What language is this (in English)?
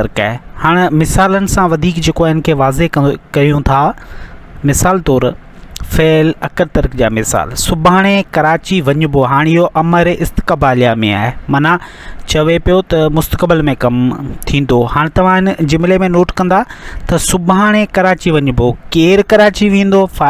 Sindhi